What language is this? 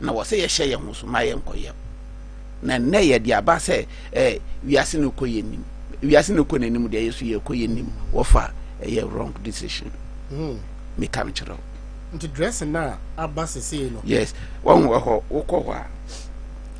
Akan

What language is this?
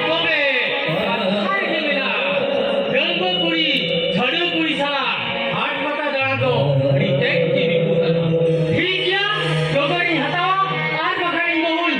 Santali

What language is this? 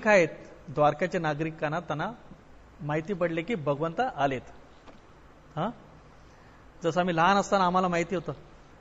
Marathi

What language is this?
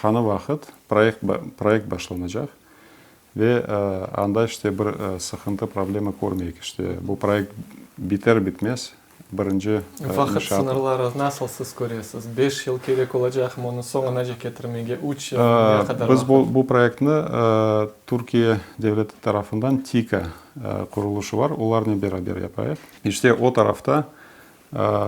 Crimean Tatar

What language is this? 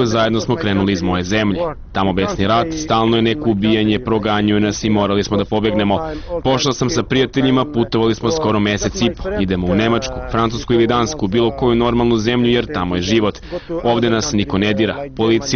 Serbian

